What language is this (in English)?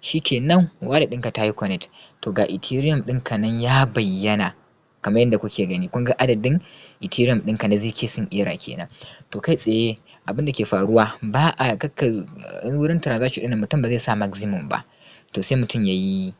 Hausa